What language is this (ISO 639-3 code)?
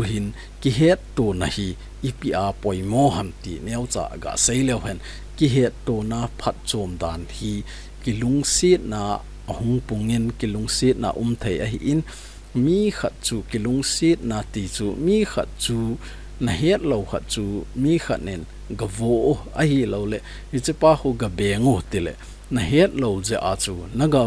tcz